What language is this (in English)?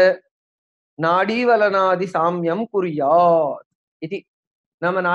Sanskrit